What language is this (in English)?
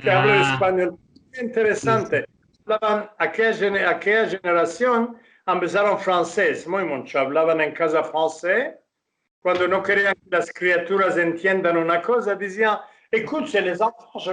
Ladino